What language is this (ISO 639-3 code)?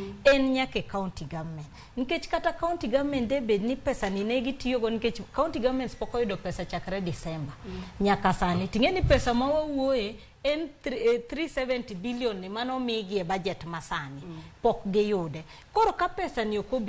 luo